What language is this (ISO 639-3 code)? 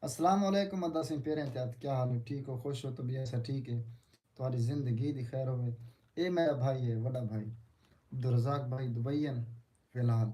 skr